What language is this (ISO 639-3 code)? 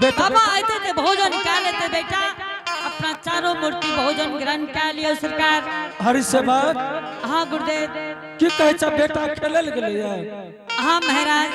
anp